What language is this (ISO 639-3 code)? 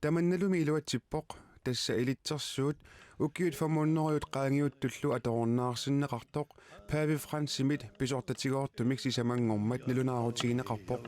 kal